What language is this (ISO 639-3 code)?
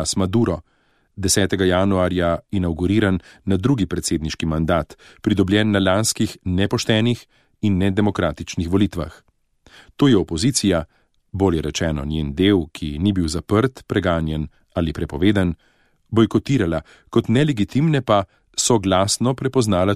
slv